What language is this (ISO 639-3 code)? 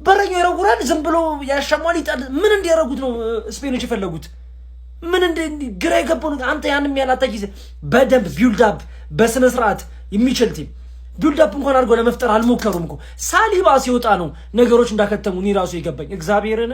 amh